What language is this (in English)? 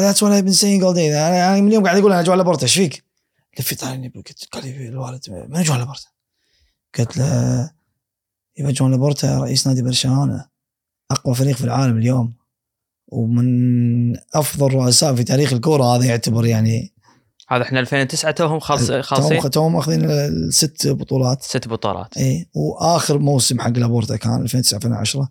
Gulf Arabic